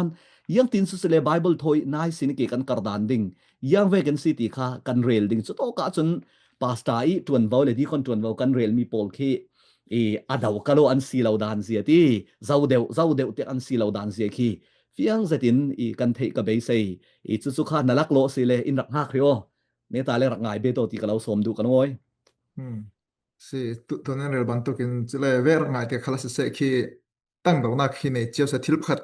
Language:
Falam Chin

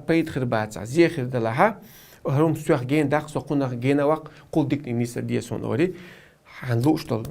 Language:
Chechen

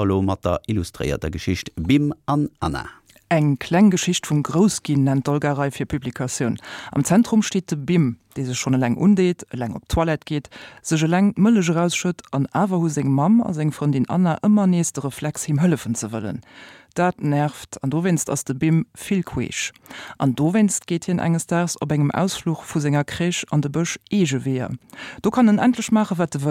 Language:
Luxembourgish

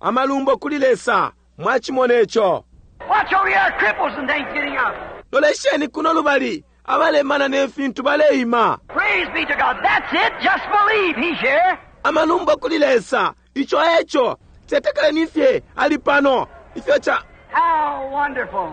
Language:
Bemba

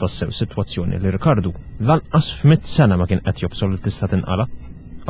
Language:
Maltese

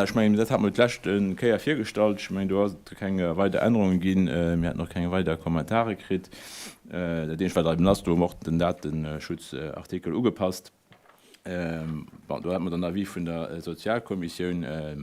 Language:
Luxembourgish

